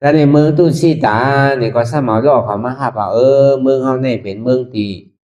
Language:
Shan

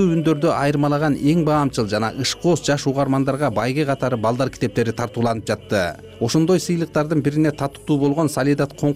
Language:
Kyrgyz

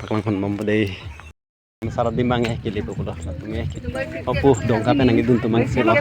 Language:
Karbi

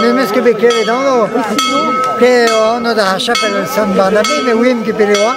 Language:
Breton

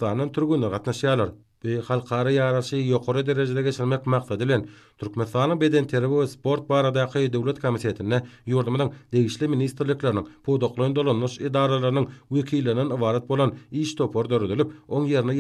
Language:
Turkmen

